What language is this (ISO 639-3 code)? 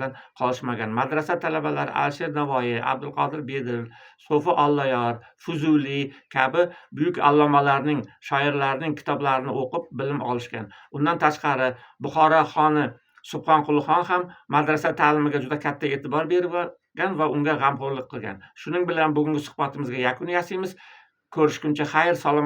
uzb